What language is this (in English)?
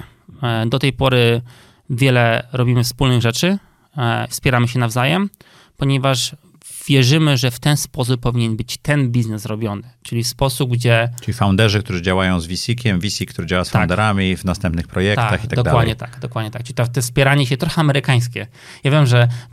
Polish